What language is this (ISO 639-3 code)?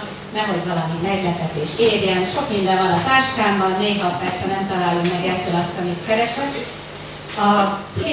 hun